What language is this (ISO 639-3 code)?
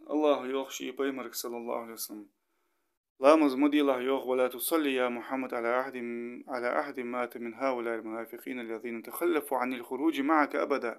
inh